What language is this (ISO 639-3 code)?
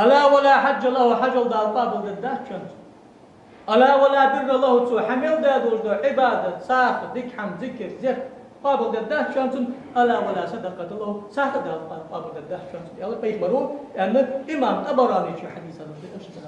inh